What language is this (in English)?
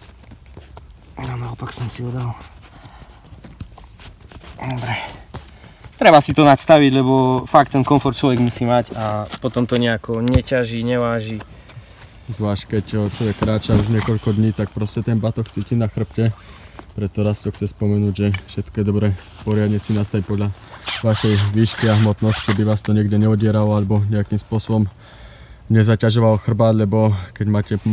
Slovak